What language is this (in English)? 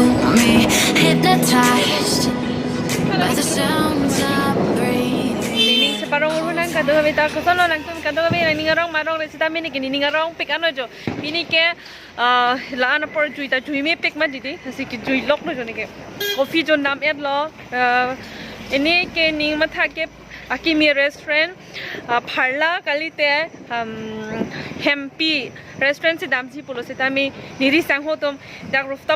Karbi